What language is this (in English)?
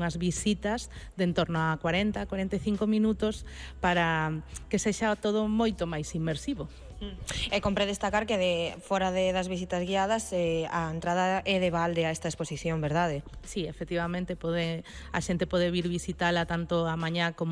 Galician